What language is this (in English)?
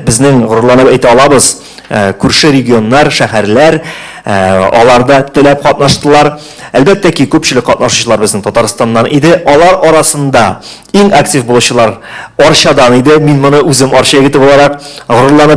Tatar